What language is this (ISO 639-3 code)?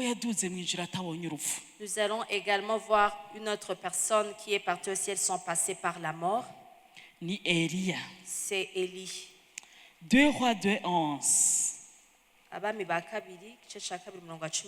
run